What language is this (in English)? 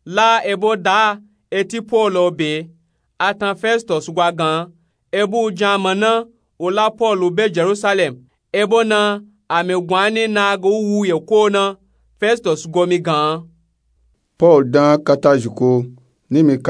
Nupe-Nupe-Tako